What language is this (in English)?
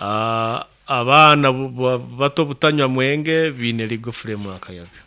Nyoro